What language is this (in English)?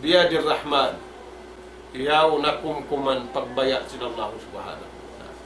Tausug